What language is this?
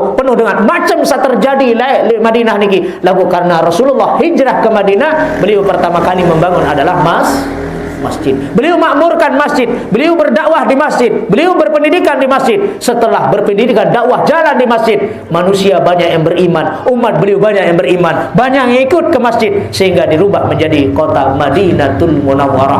Sasak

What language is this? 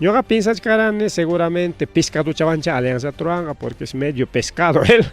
Ayacucho Quechua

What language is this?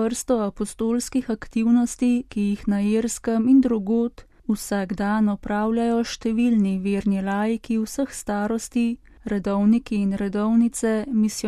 Slovenian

